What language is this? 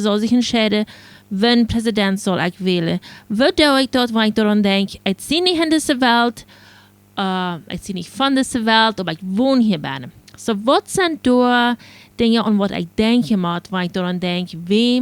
Plautdietsch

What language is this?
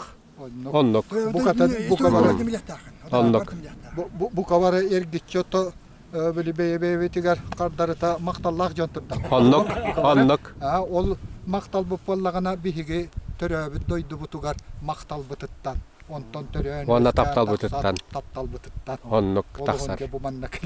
Yakut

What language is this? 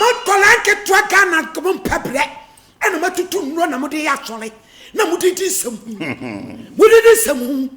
Akan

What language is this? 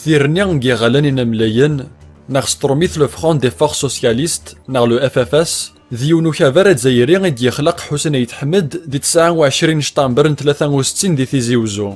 Kabyle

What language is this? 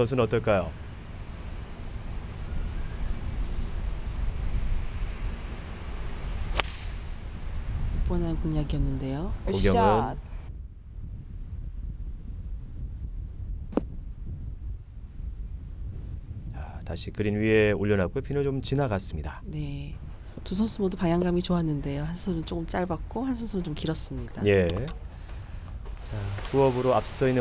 Korean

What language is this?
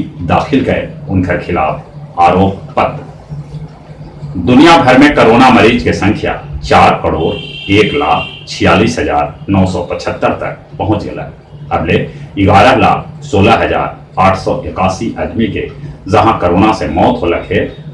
Magahi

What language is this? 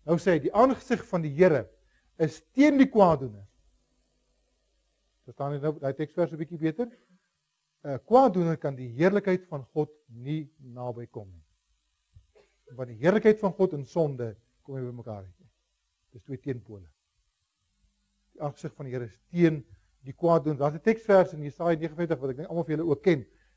Afrikaans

